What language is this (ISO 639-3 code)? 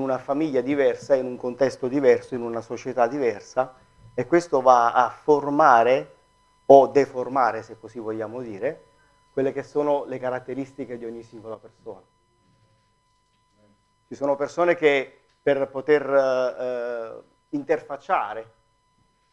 ita